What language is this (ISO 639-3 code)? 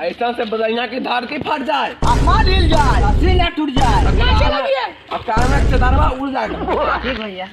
mag